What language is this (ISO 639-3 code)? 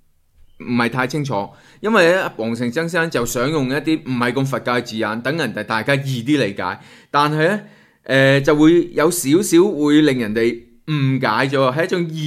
yue